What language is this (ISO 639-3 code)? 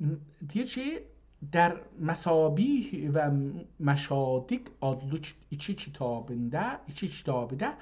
azb